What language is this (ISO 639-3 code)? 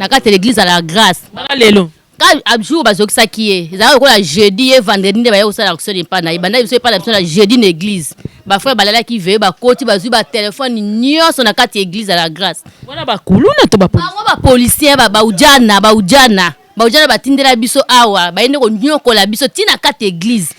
lin